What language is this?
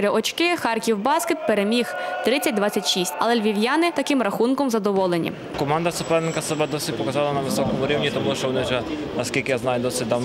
Ukrainian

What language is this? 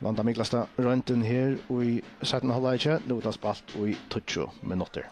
Faroese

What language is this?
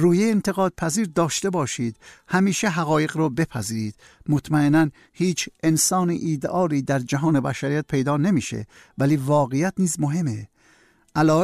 Persian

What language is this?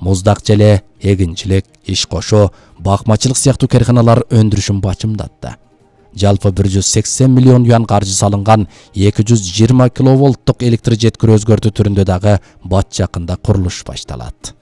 Kyrgyz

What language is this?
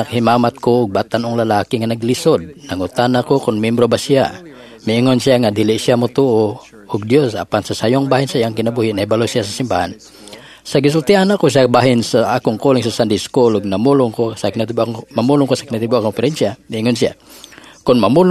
Cebuano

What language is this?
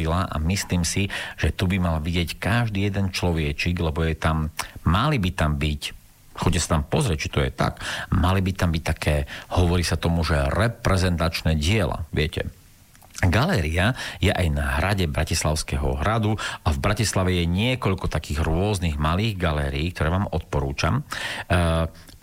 Slovak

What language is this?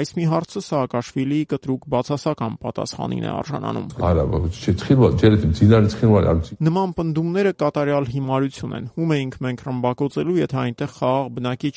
Armenian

